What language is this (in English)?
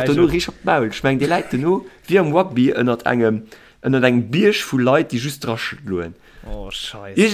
Luxembourgish